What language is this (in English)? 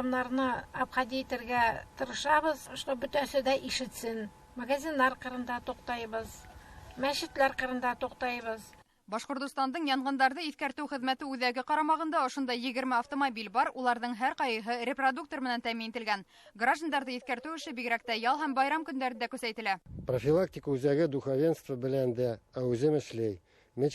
Bashkir